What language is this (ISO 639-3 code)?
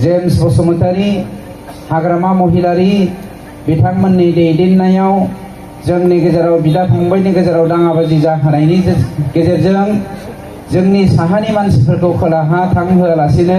brx